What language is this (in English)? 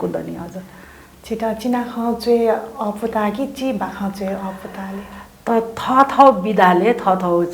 Newari